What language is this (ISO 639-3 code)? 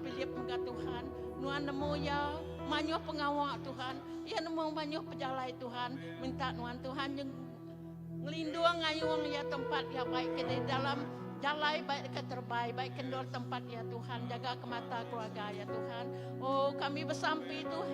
iba